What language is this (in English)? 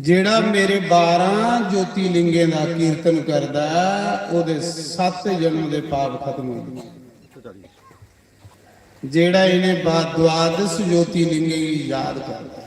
Dogri